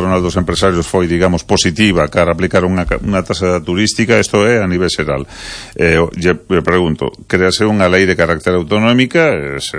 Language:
Galician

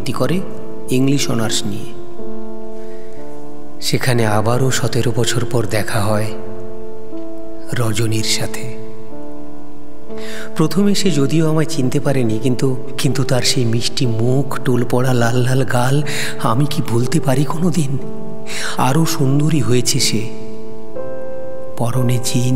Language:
Bangla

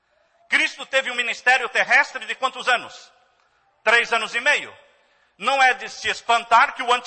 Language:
Portuguese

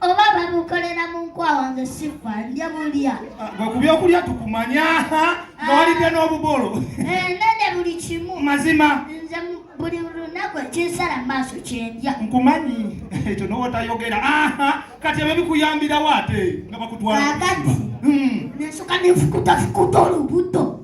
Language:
Ganda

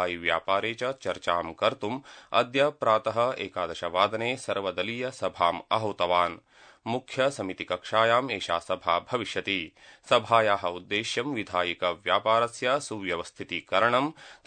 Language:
Sanskrit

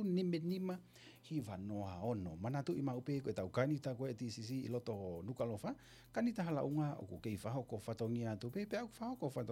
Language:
Tongan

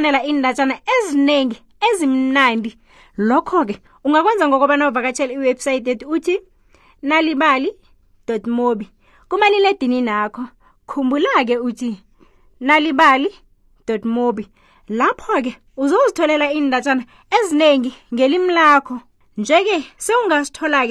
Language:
South Ndebele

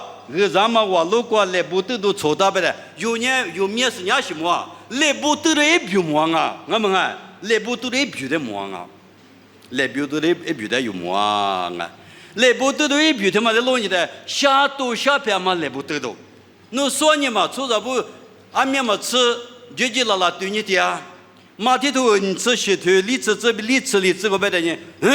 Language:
Lisu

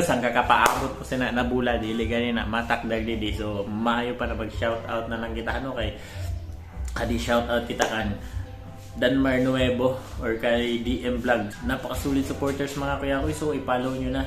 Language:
Cebuano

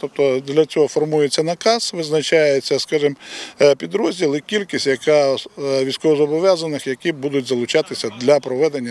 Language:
Ukrainian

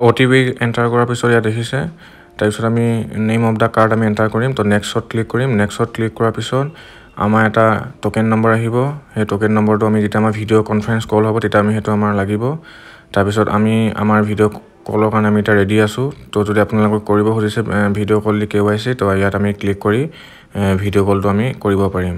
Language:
Assamese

